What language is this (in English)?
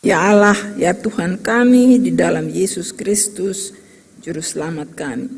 Ambonese Malay